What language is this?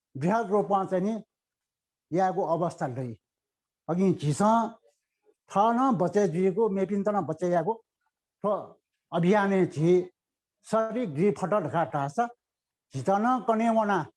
Newari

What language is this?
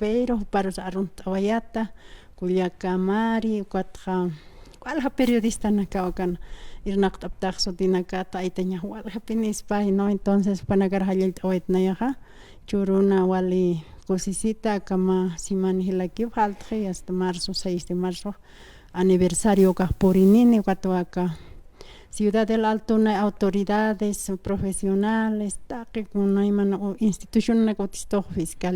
Aymara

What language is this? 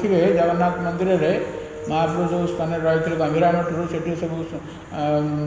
Odia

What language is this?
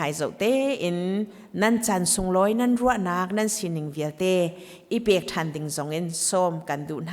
Hakha Chin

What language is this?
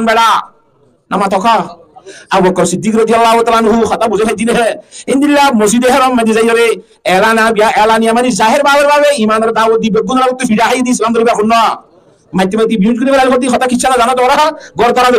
Rohingya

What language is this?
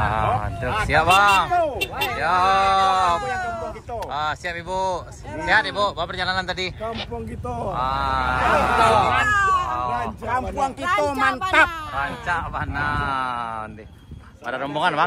Minangkabau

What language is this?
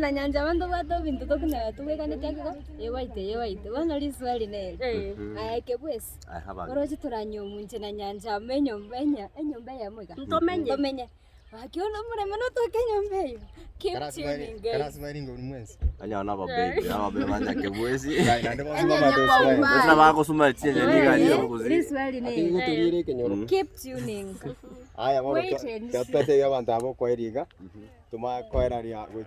Gusii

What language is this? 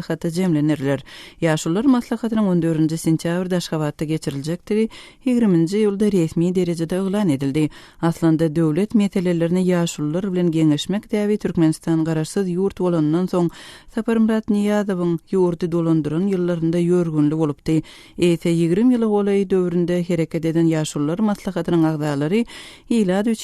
Turkmen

